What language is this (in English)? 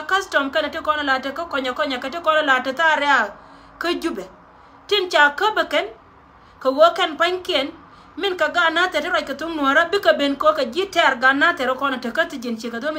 Nuer